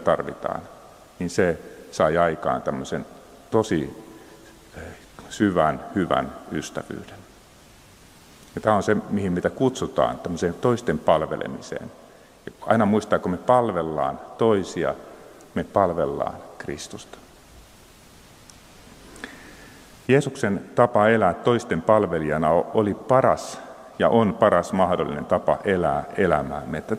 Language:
Finnish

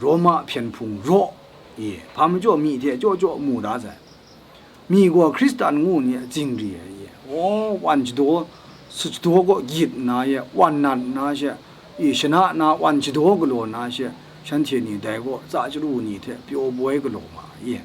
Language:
Kachin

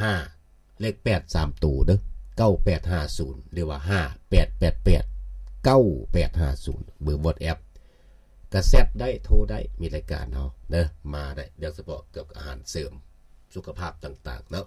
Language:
Lao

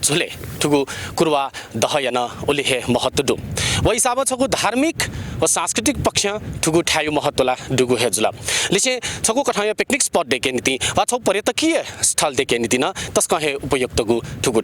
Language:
Newari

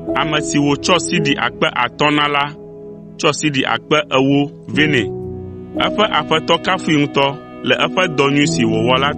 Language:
Ewe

